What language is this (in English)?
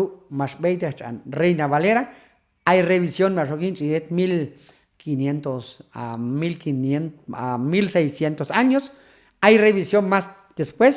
Q'anjob'al